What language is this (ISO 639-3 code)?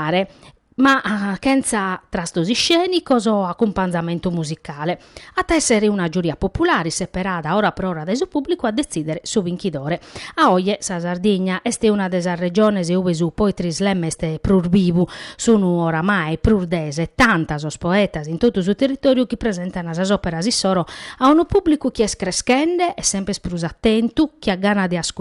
srd